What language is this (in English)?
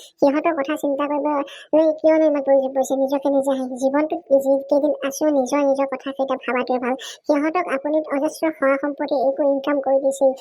Assamese